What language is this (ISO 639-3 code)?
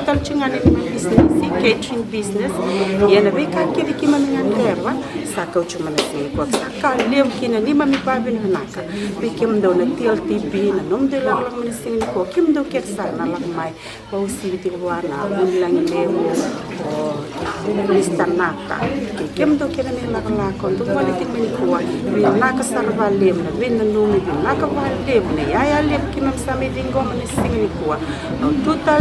fij